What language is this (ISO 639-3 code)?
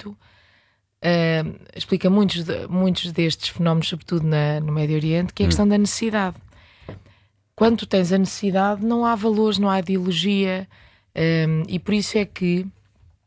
por